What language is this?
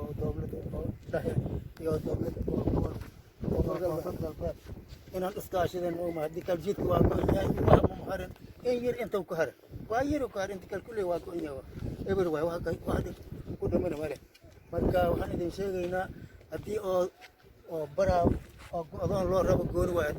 Somali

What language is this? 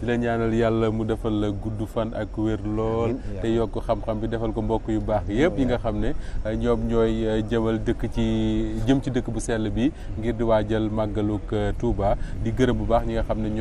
Wolof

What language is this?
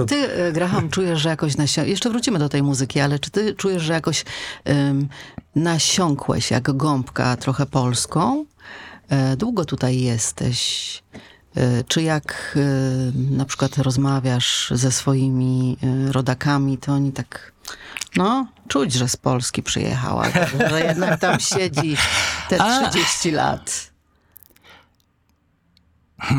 Polish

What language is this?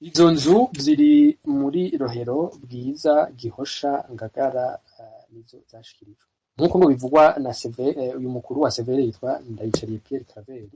Rundi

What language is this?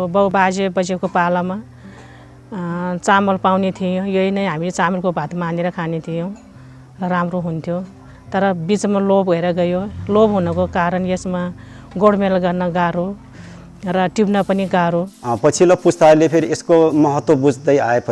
Nepali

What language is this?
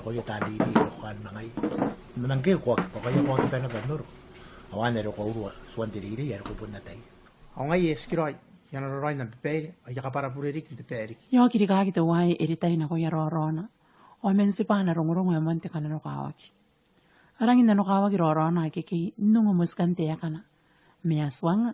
Gilbertese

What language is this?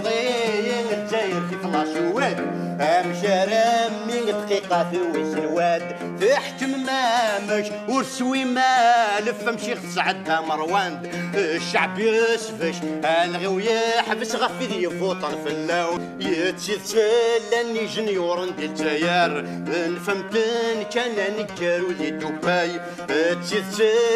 Kabyle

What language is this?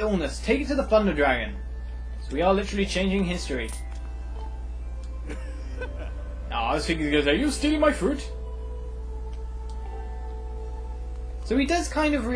English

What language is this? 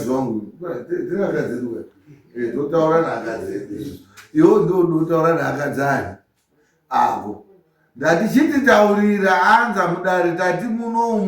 Shona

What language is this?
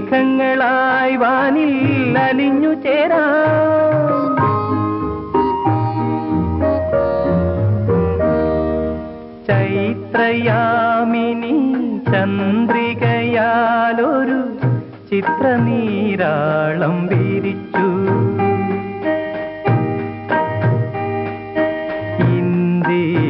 Malayalam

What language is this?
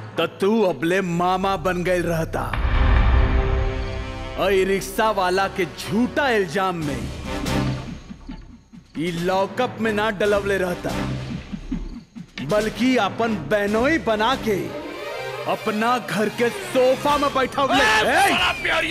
Bhojpuri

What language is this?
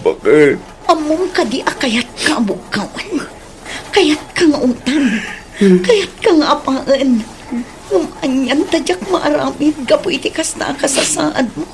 Iloko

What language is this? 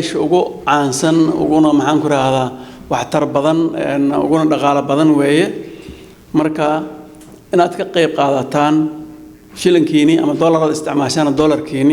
Somali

